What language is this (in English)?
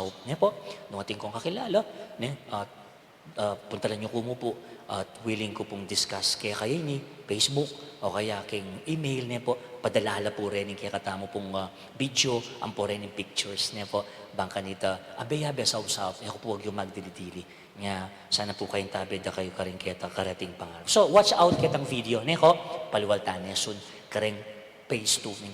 Pampanga